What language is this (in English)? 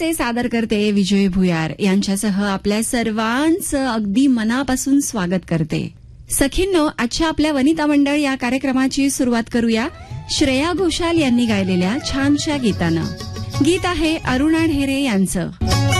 Marathi